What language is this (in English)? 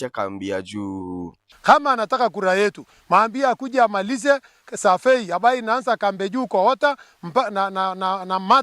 Meru